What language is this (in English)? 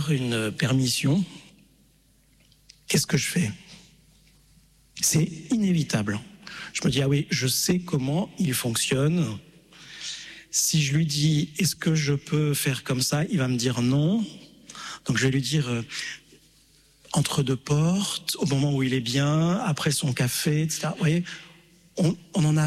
French